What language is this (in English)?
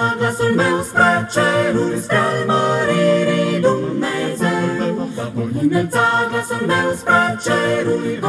Romanian